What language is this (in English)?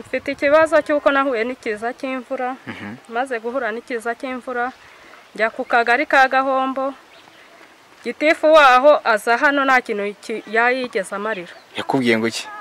Kinyarwanda